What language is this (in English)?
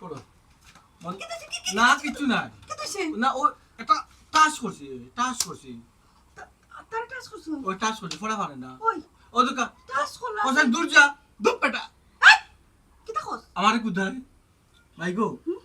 Sylheti